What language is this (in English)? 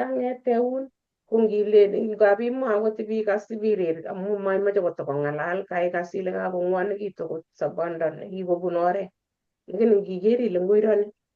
Kalenjin